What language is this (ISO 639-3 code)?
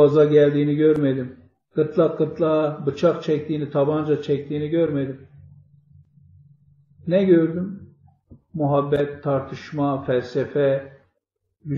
tur